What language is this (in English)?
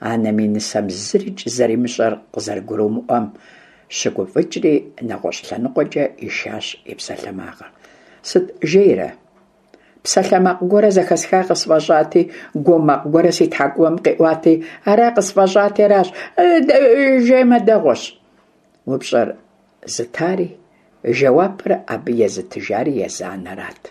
Kabardian